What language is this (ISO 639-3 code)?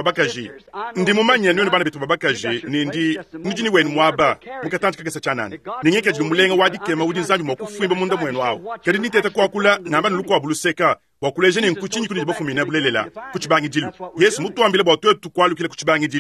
lua